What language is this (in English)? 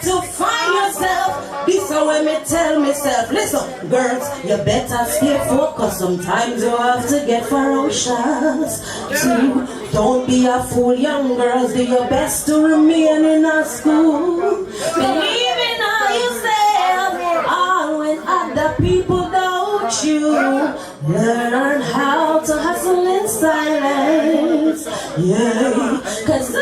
Jamaican Creole English